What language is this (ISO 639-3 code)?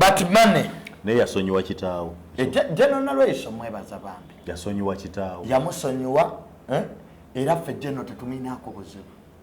lug